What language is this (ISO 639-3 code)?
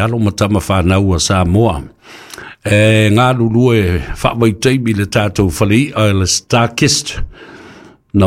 smo